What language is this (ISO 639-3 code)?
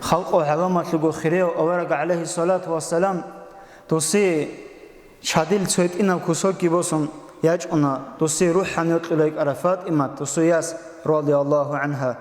ava